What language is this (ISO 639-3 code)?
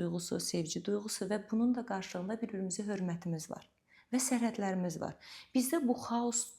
aze